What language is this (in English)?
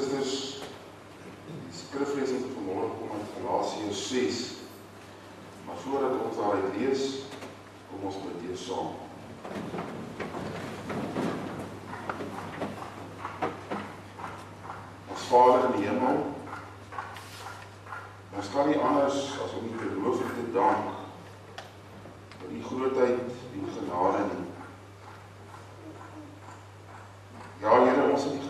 Afrikaans